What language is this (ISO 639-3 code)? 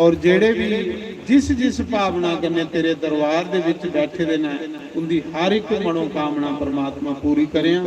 doi